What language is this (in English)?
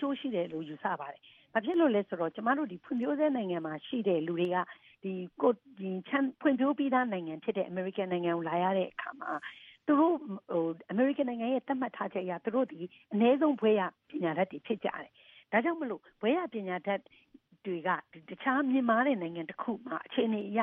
Burmese